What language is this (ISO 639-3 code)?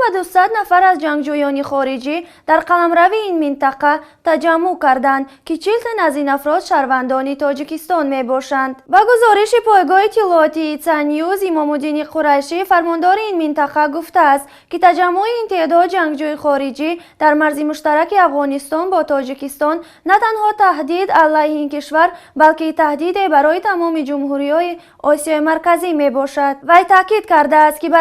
tgk